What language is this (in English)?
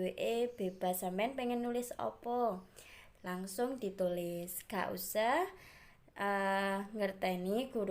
Javanese